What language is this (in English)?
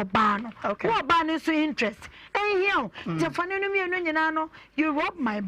Akan